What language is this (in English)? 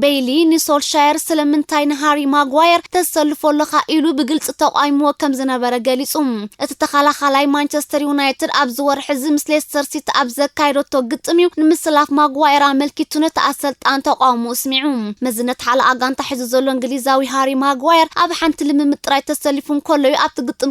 Tigrinya